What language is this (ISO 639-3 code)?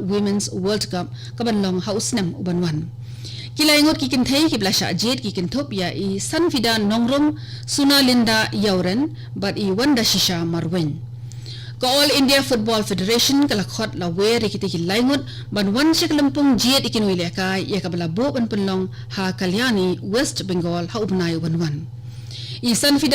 kha